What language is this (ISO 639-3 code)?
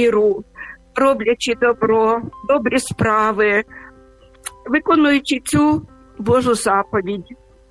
ukr